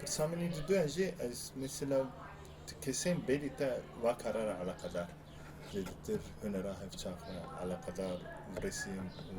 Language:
Kurdish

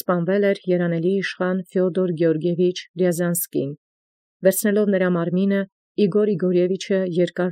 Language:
Armenian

